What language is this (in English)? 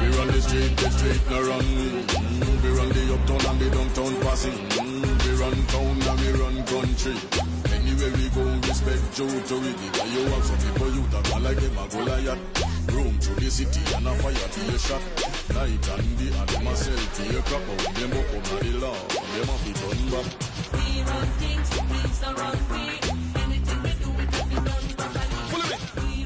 Jamaican Creole English